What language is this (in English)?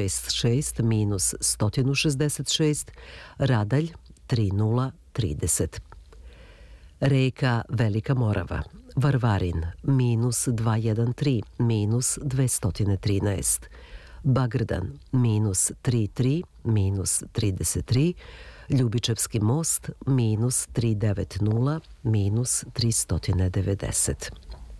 Serbian